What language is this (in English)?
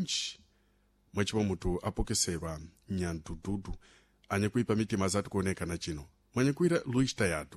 Sena